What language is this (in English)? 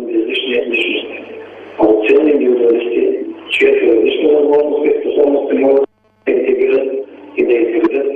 Bulgarian